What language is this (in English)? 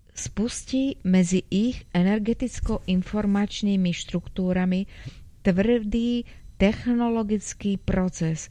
Slovak